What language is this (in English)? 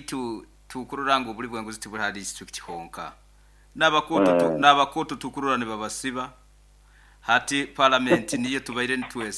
Nyoro